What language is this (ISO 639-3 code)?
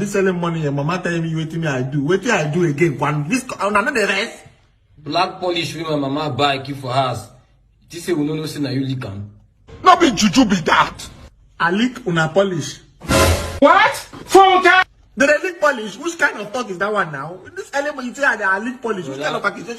pcm